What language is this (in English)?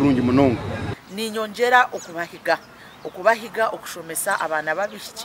Nyankole